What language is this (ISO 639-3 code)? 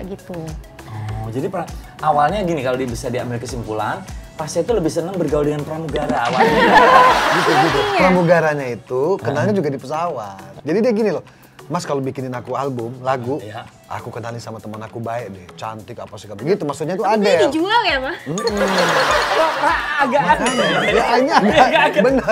ind